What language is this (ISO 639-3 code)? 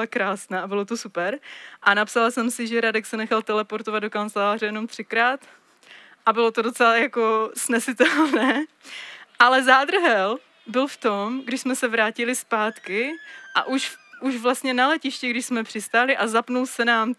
ces